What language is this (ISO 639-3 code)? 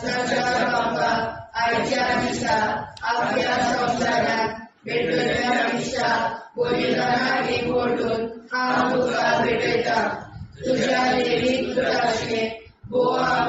kok